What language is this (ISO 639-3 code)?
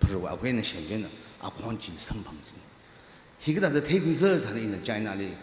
nmf